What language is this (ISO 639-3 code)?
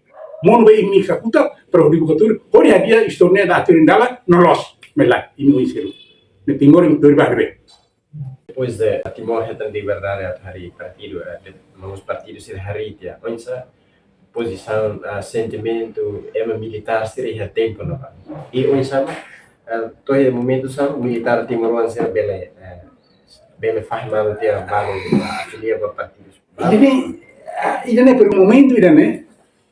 tet